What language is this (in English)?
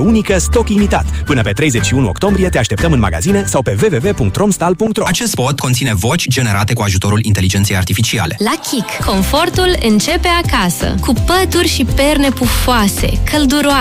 Romanian